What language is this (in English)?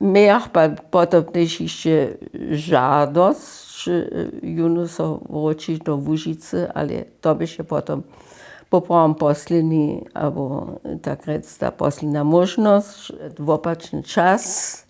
Upper Sorbian